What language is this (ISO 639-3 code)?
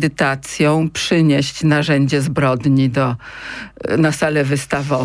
pol